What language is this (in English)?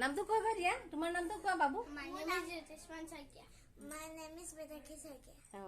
Assamese